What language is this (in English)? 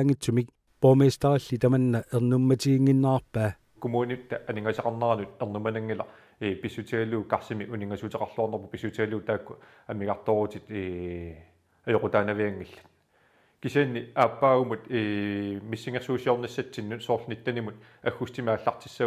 Kalaallisut